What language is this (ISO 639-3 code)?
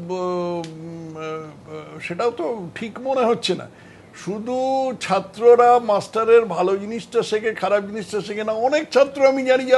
ben